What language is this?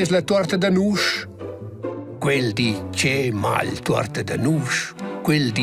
Romansh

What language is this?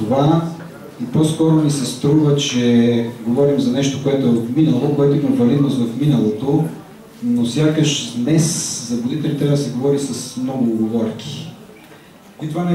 Bulgarian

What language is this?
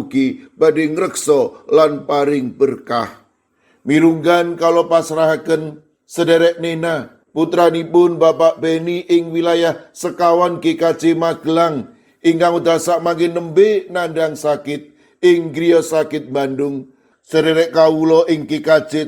Javanese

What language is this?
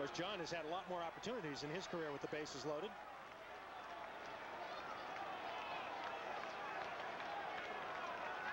English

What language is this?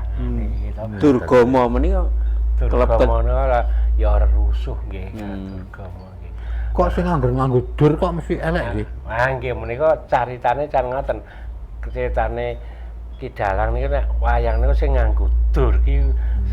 Javanese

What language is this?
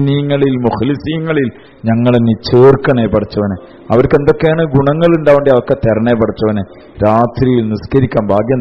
Malayalam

